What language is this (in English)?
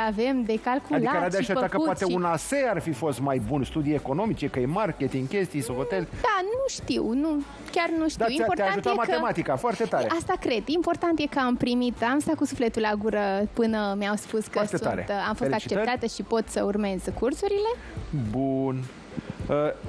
Romanian